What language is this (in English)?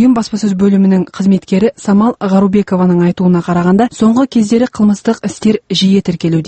Kazakh